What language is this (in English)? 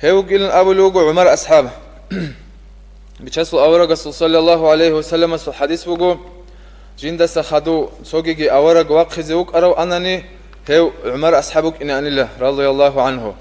Avaric